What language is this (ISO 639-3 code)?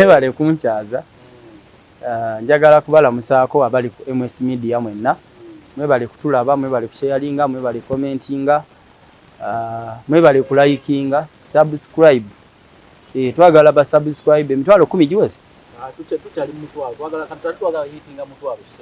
lug